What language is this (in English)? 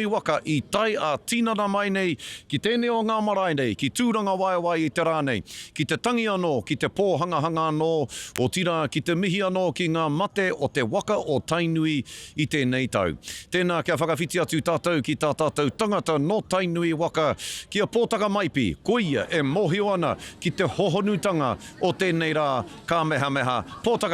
Māori